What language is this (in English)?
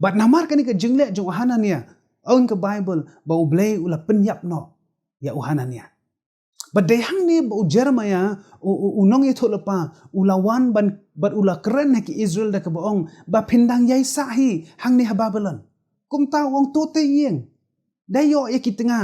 Khasi